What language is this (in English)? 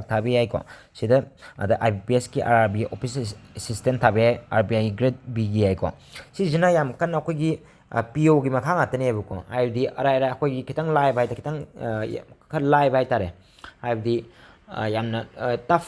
Manipuri